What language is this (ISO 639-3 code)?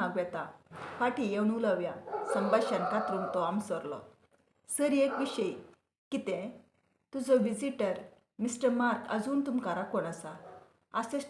kok